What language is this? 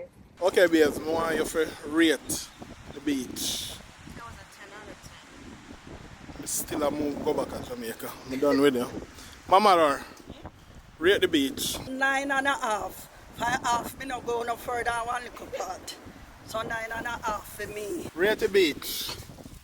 Jamaican Creole English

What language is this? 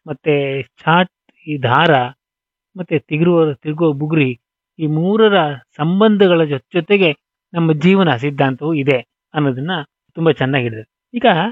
Kannada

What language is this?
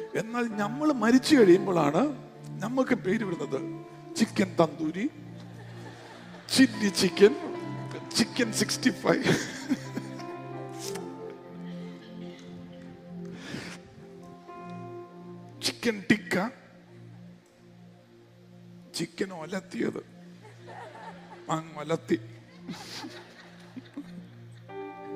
Malayalam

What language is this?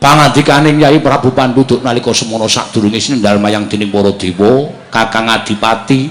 Javanese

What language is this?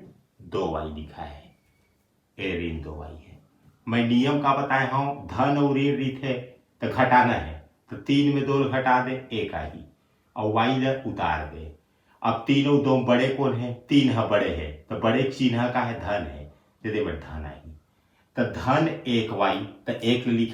Chhattisgarhi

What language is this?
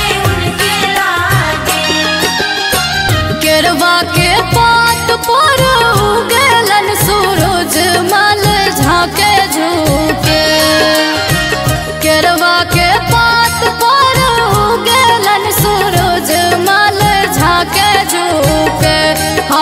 Bhojpuri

